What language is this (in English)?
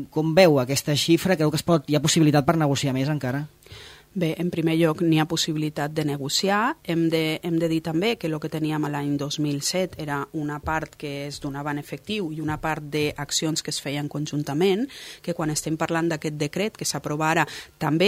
Catalan